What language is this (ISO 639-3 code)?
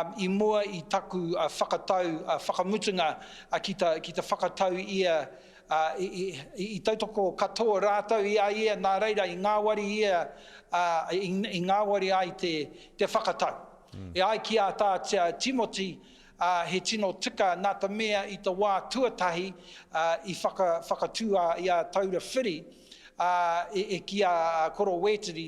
mri